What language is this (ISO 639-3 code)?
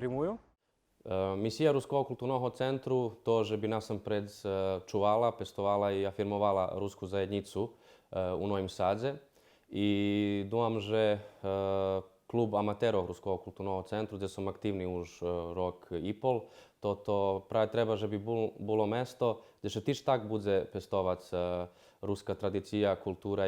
rue